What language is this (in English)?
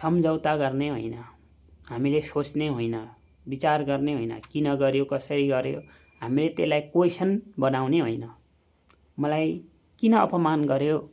Nepali